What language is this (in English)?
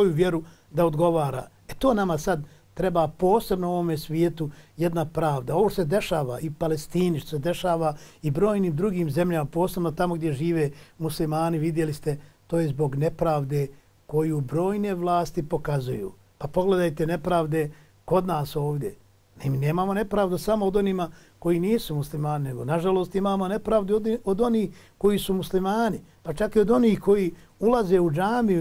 Bosnian